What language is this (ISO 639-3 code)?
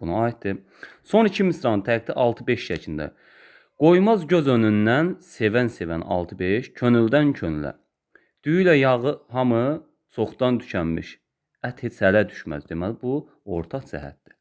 aze